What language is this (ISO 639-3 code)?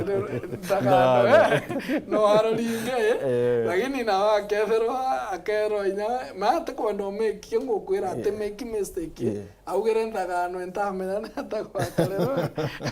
mer